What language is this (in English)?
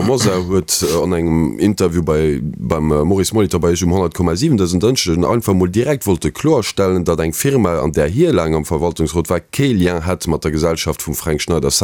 Luxembourgish